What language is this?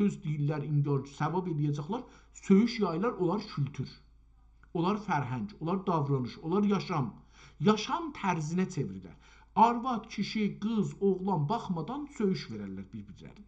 South Azerbaijani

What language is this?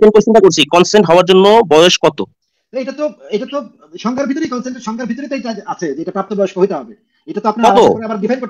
Bangla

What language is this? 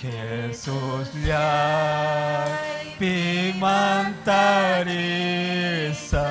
Ayacucho Quechua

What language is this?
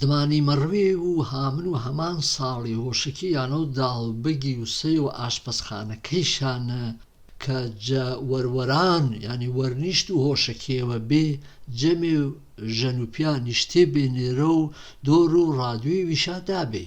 Gurani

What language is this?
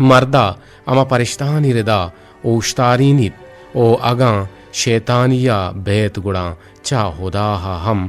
Eastern Balochi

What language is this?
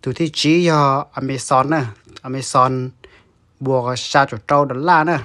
Hmong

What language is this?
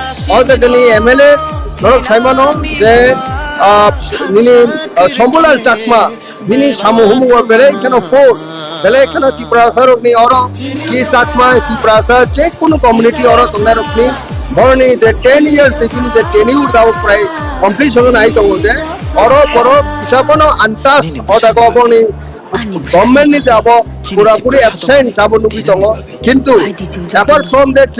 Kok Borok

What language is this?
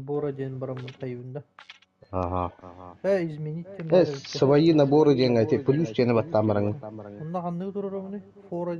Yakut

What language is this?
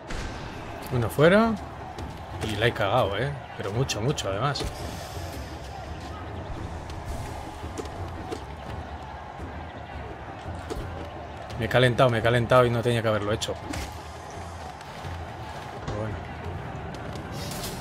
Spanish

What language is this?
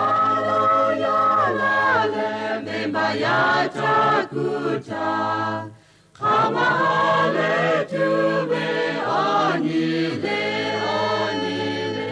Lahu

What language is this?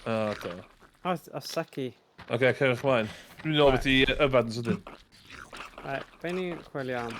Welsh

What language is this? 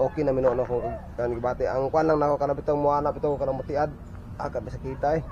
Cebuano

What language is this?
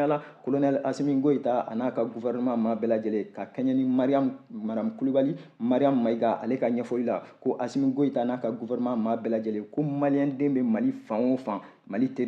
Bambara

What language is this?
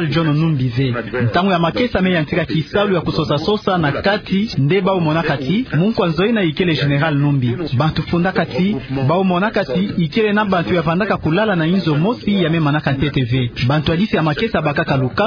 Kituba (Democratic Republic of Congo)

